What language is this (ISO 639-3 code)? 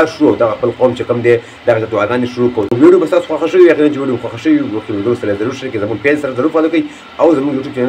pus